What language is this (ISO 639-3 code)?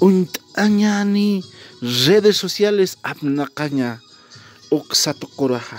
aym